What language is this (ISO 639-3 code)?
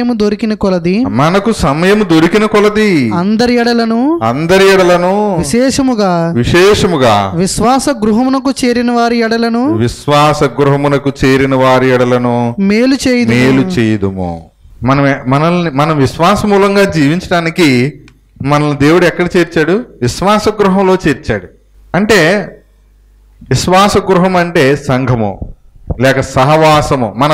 tel